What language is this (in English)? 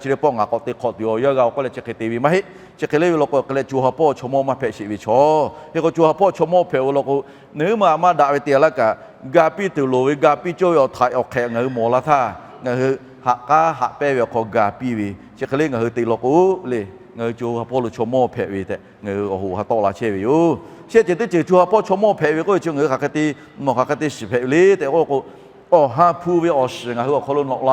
Lahu